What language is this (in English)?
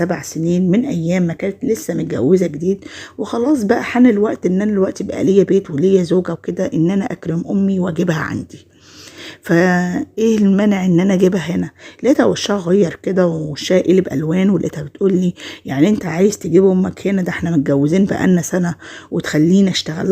Egyptian Arabic